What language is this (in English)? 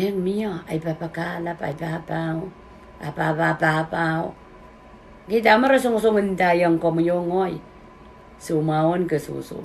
Pohnpeian